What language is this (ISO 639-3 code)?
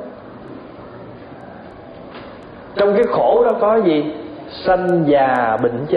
vie